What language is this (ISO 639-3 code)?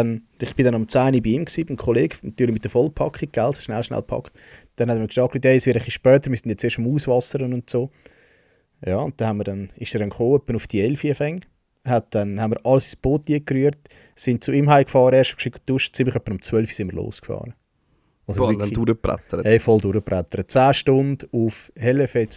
gsw